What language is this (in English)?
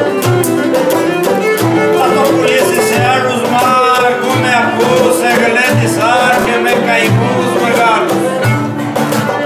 Greek